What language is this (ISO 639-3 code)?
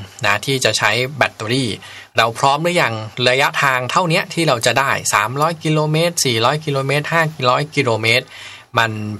tha